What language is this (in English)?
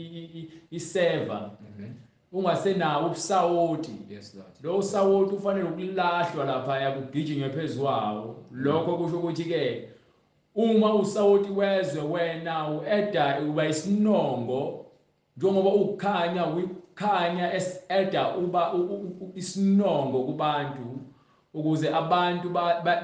Zulu